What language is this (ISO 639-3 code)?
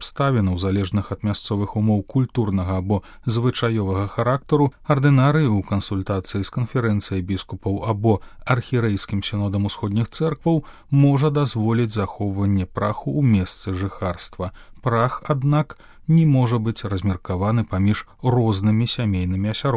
bel